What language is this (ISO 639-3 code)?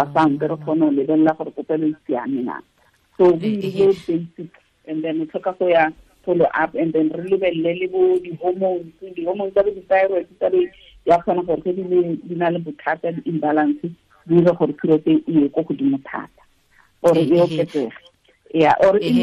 tsn